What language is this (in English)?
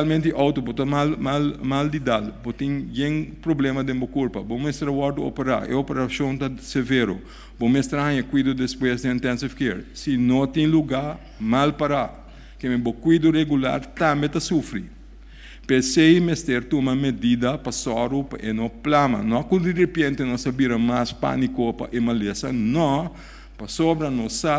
Papiamento